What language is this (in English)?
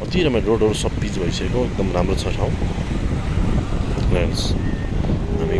Nepali